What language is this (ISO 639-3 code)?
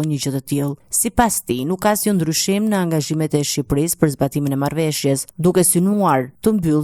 sqi